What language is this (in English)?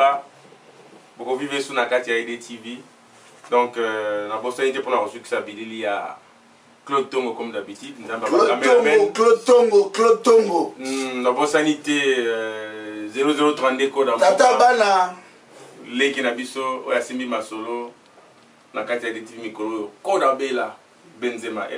Lingala